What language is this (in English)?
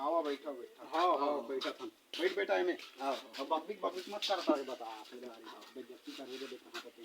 Chhattisgarhi